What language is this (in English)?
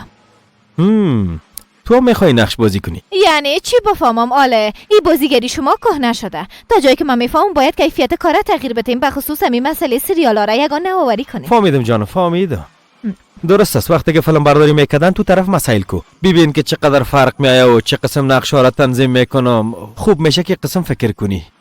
Persian